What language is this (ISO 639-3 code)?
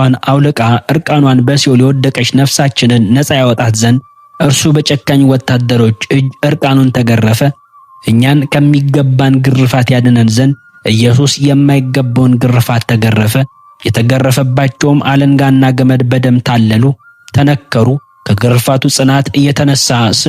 amh